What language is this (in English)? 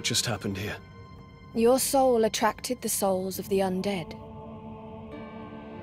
English